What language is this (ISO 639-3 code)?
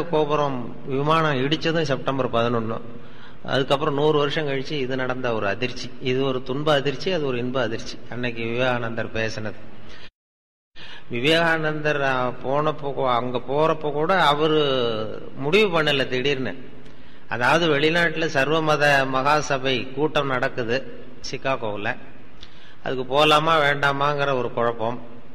tam